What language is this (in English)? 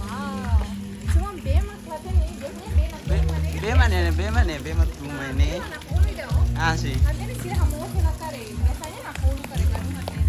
Tetum